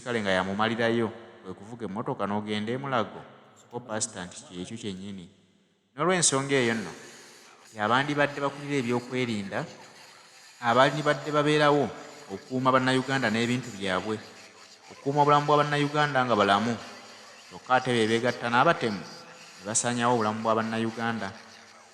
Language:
Ganda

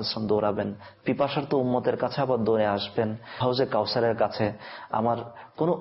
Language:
Bangla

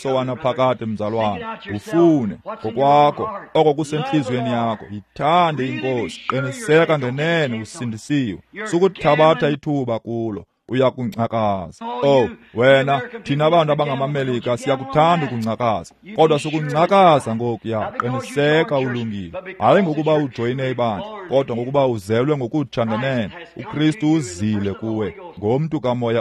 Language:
Xhosa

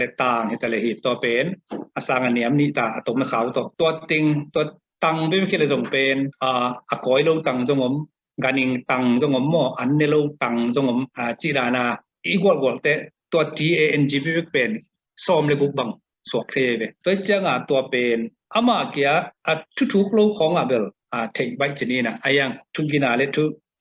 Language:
Tedim Chin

